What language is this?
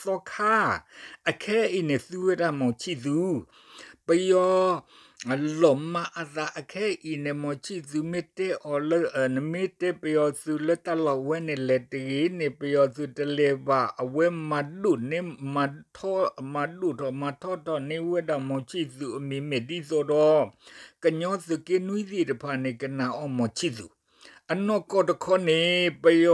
S'gaw Karen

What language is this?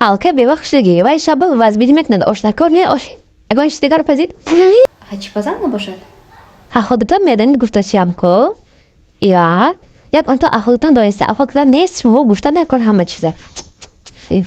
Tajik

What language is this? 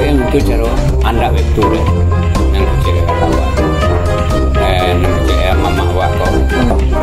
Minangkabau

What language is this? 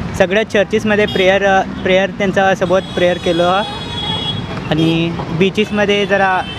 Marathi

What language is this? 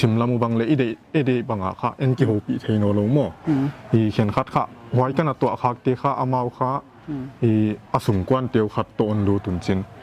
Paite Chin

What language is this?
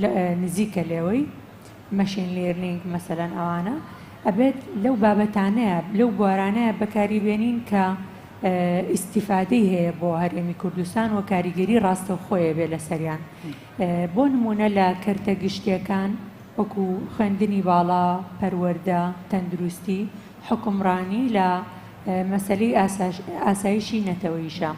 Central Kurdish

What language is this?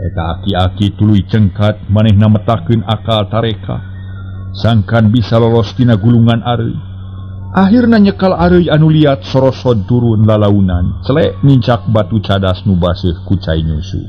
Sundanese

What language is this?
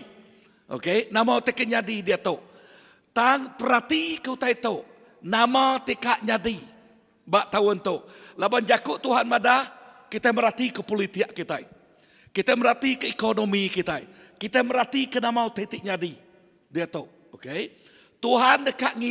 Iban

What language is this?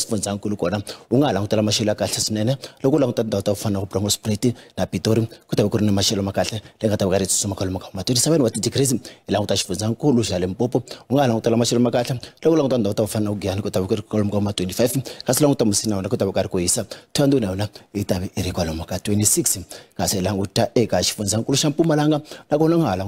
Tsonga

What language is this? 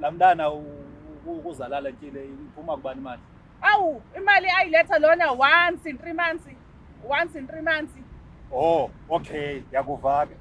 Zulu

